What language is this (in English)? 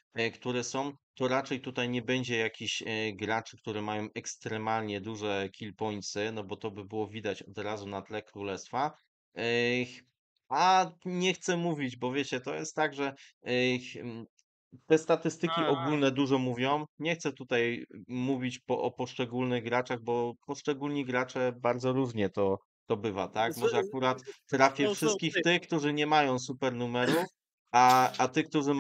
Polish